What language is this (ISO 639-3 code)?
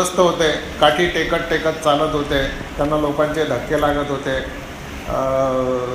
mar